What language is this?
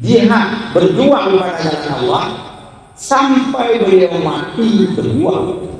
Achinese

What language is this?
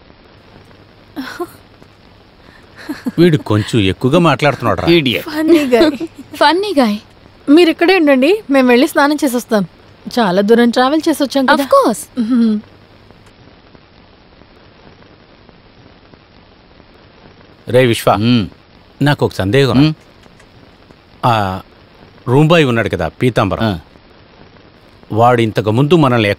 Telugu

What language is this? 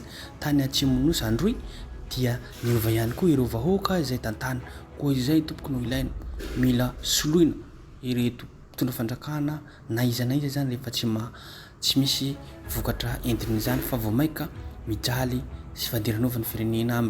Malagasy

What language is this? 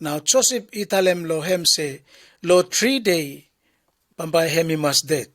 Bislama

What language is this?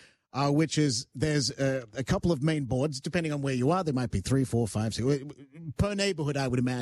English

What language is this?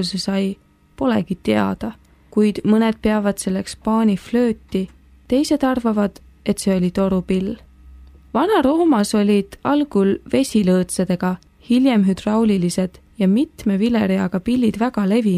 Estonian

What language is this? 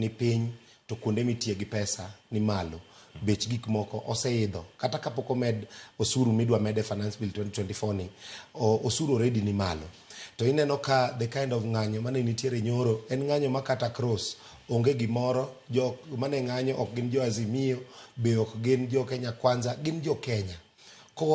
Luo (Kenya and Tanzania)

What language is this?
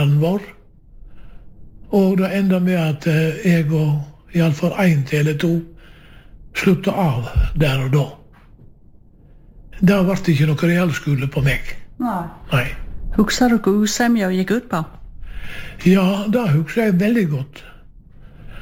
Norwegian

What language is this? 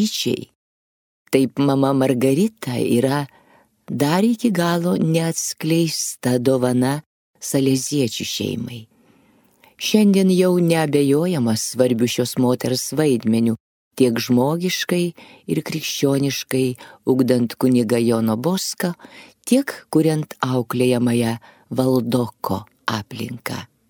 Lithuanian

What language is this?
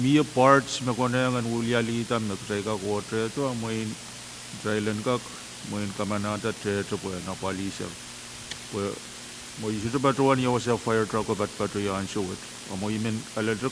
Pohnpeian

